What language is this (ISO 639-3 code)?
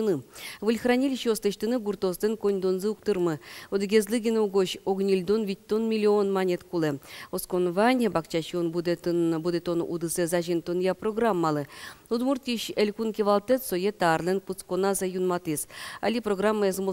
udm